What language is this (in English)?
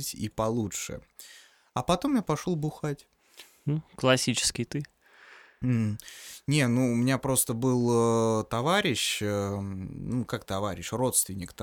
Russian